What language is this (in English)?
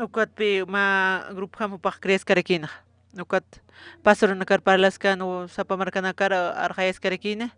Aymara